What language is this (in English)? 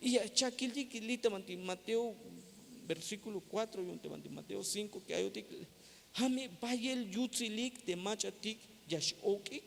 Tzeltal